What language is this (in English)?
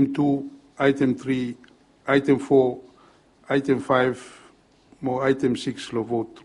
Bislama